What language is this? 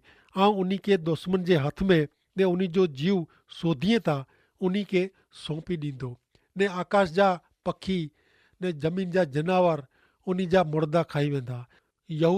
Kachhi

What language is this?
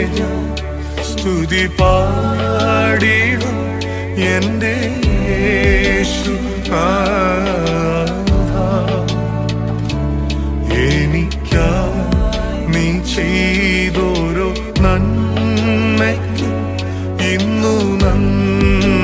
Malayalam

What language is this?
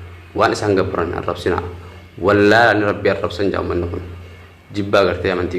Oromo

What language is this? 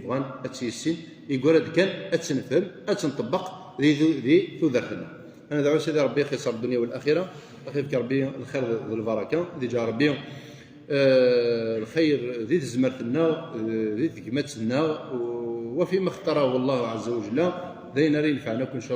Kabyle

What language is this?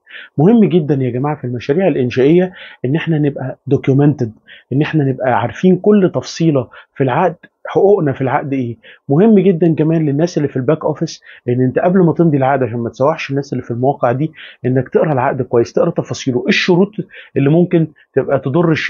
Egyptian Arabic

